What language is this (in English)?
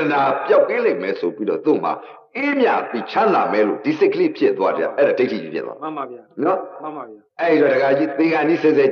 Burmese